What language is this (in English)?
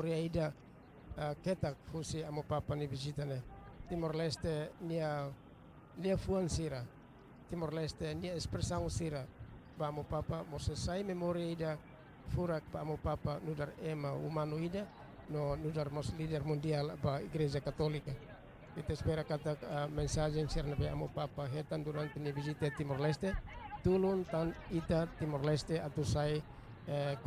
Tetum